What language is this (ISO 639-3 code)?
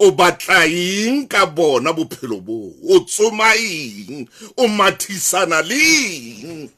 sot